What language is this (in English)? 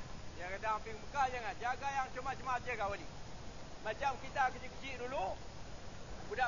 Malay